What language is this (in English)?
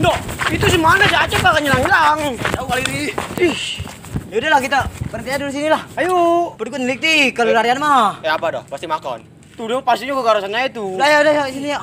Betawi